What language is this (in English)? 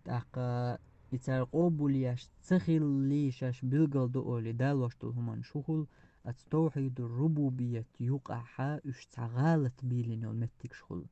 Chechen